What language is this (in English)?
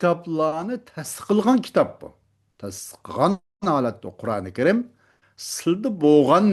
Uyghur